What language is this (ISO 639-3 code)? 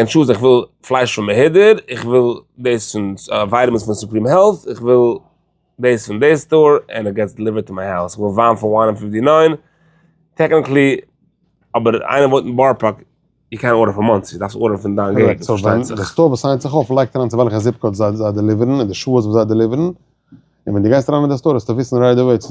yid